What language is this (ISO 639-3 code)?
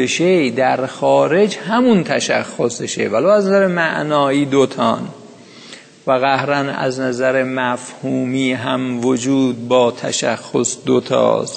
fas